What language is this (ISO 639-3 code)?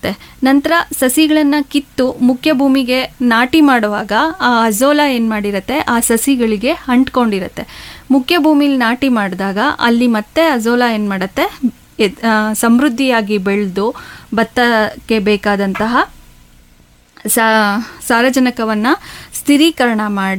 kan